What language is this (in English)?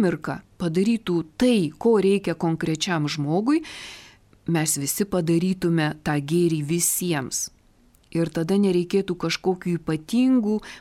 Lithuanian